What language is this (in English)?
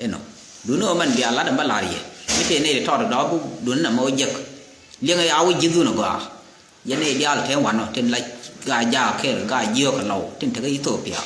Nuer